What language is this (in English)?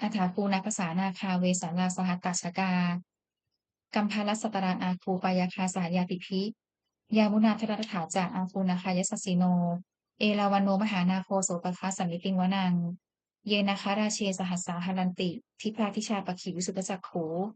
Pali